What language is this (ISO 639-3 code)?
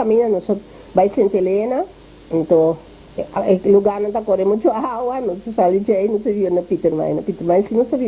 pap